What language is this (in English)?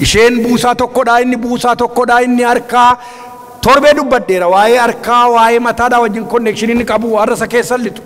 Oromo